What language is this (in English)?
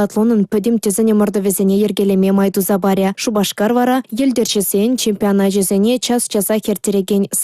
Chuvash